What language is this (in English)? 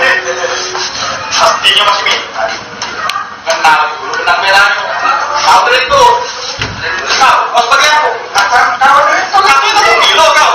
Musi